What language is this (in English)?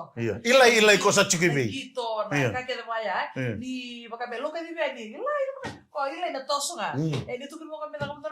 Fijian